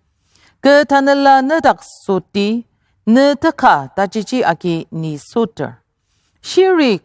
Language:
Ao Naga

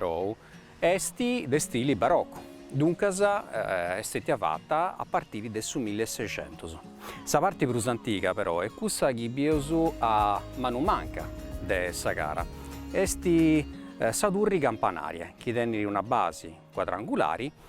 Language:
Sardinian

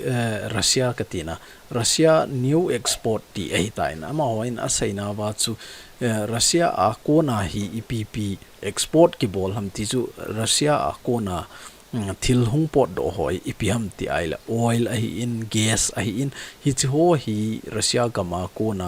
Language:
Thado Chin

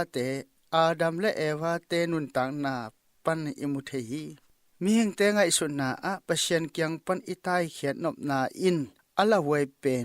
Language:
Tedim Chin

